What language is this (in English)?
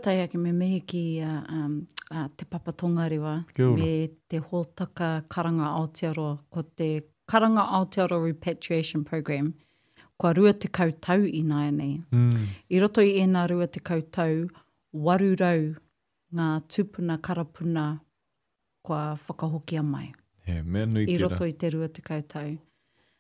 Māori